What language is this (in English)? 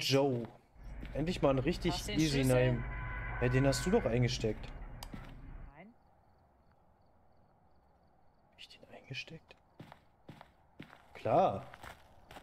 German